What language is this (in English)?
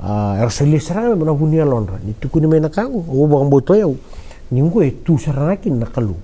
Fijian